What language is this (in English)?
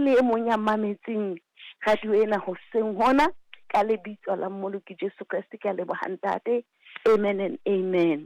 Southern Sotho